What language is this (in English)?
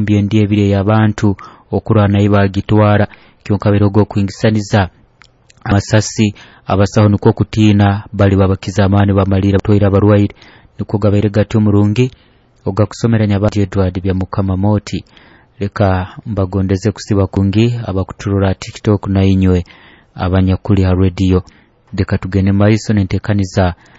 Nyoro